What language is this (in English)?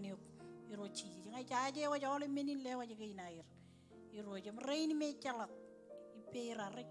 Marshallese